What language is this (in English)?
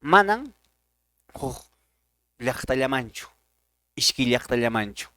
Quechua